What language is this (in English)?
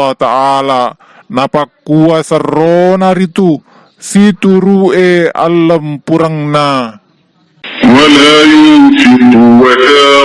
Buginese